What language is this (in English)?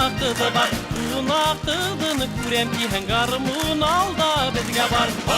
Bashkir